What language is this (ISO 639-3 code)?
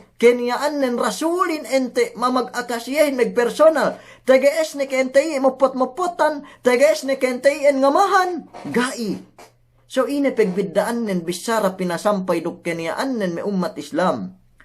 yka